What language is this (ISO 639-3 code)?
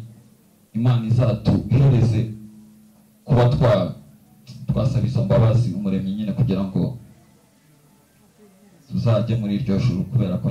kin